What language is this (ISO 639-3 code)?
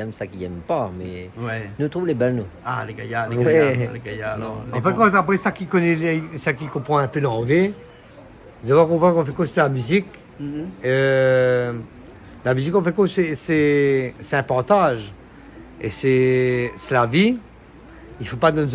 rcf